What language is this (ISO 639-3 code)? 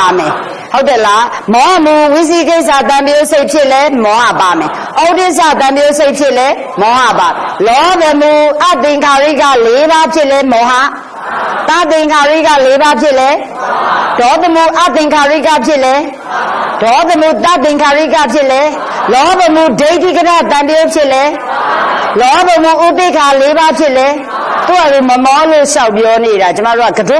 mya